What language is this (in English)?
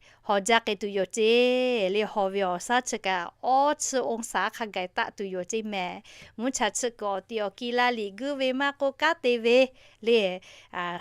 Lahu